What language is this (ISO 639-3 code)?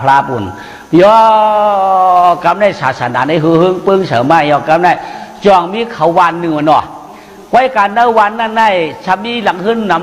shn